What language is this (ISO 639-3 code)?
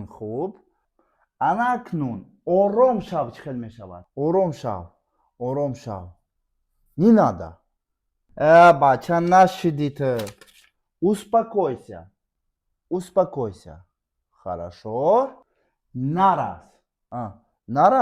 tgk